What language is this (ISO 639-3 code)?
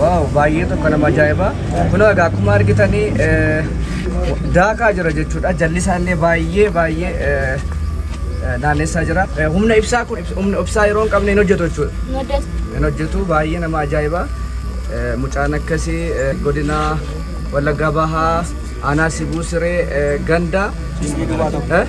orm